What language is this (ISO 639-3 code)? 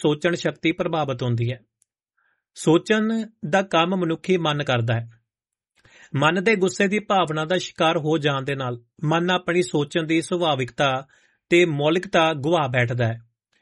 pan